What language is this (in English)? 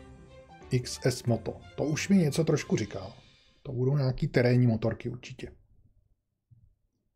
Czech